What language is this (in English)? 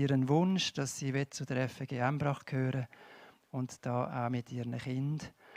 Swiss German